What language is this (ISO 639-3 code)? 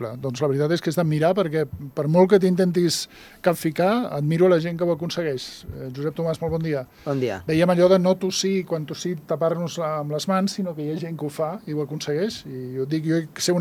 cat